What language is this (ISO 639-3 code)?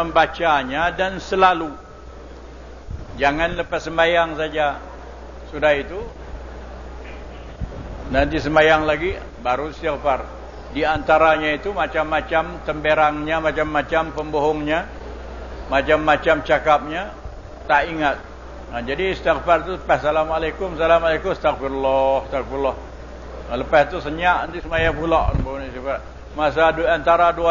msa